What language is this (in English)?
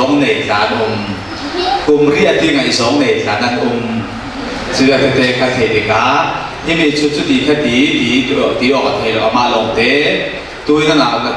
Falam Chin